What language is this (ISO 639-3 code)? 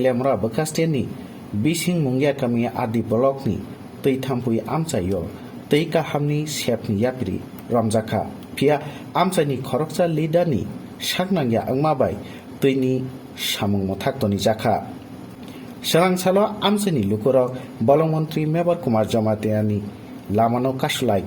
trp